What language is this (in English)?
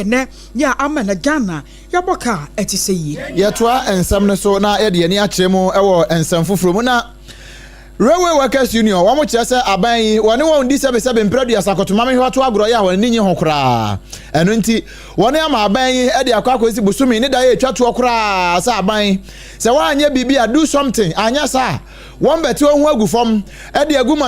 Akan